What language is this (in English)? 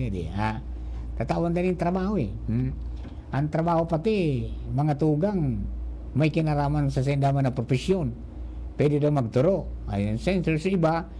Bikol